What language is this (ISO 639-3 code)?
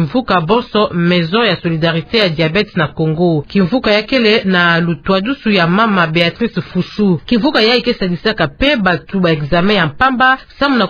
ktu